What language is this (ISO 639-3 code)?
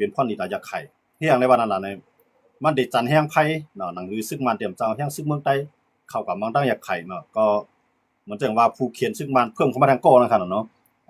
shn